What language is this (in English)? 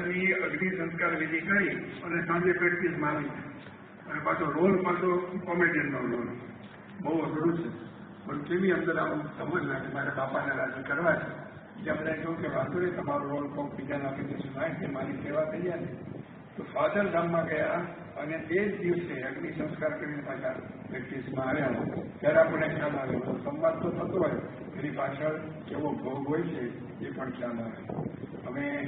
Gujarati